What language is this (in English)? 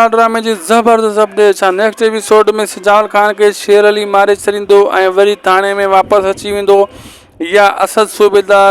Sindhi